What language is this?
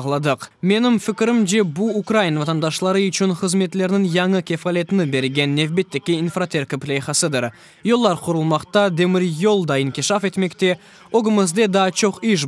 Crimean Tatar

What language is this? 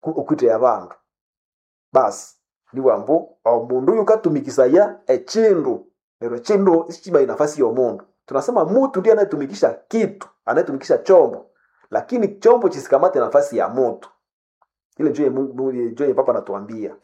Nande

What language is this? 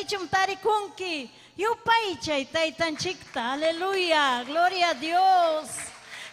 Ayacucho Quechua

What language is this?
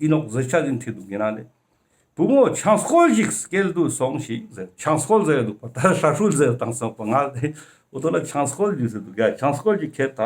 Ladakhi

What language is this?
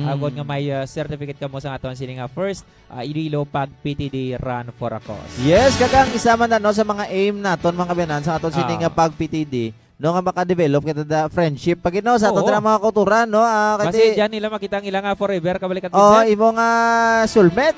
Hiligaynon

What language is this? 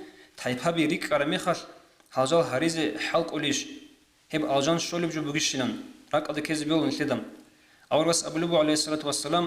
Avaric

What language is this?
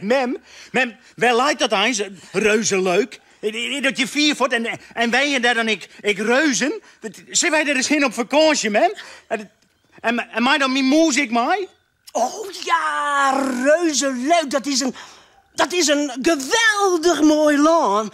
Western Frisian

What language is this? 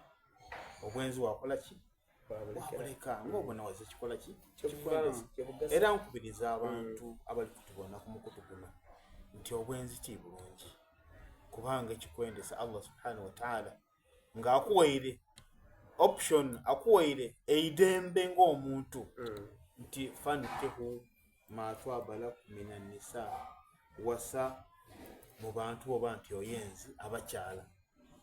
Soga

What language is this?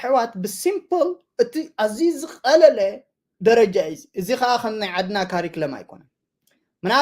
Tigrinya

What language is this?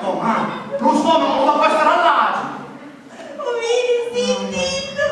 Sicilian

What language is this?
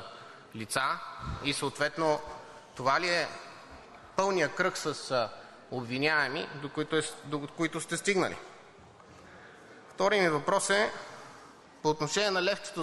Bulgarian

